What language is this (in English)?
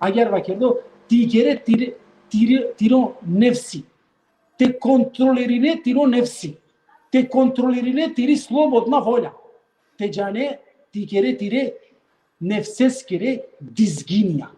Balkan Romani